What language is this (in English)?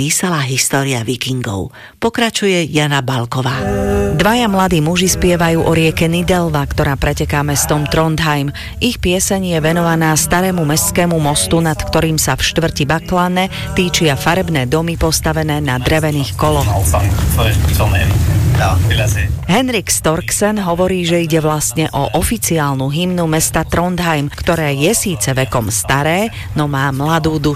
Slovak